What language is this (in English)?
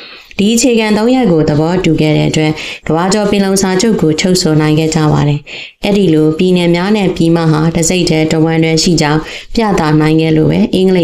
Burmese